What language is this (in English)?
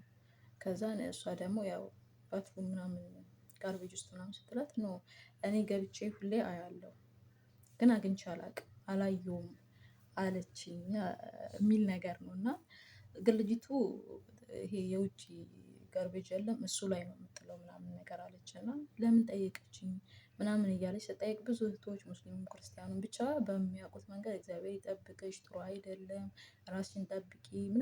Amharic